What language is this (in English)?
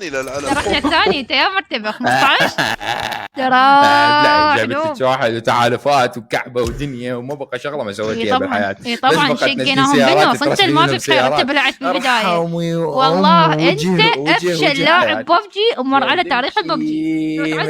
Mesopotamian Arabic